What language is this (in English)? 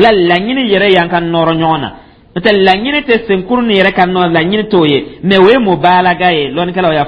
Dyula